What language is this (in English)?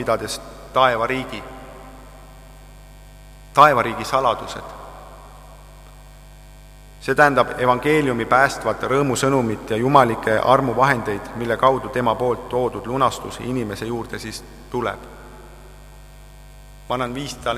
Estonian